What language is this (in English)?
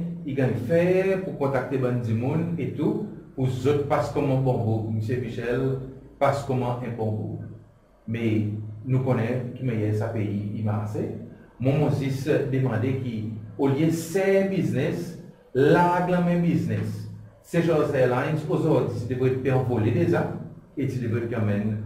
Seselwa Creole French